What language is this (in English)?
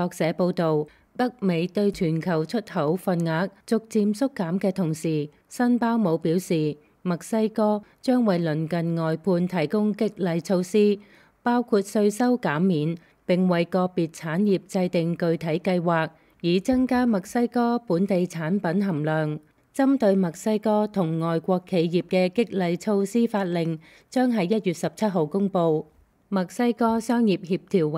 Cantonese